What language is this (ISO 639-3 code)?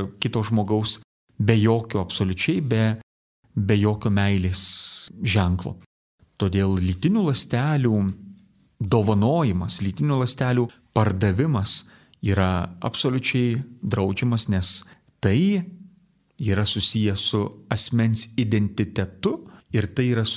lit